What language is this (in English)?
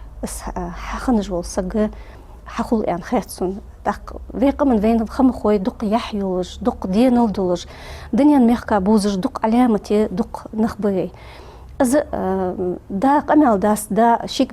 Ingush